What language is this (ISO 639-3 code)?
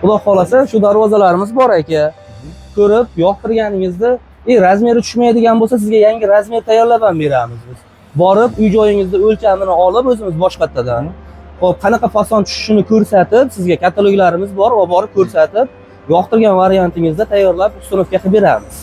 uzb